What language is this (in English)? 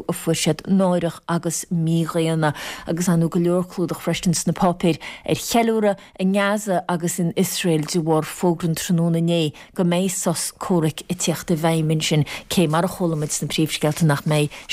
Irish